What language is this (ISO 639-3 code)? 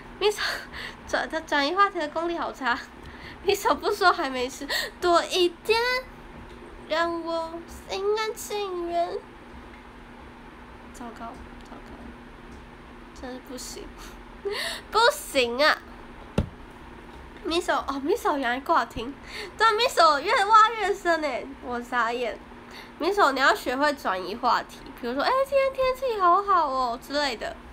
zho